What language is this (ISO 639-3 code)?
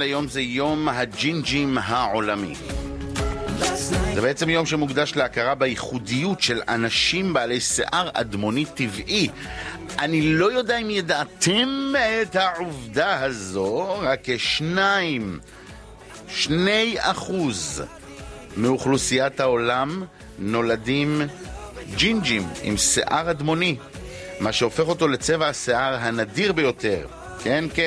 heb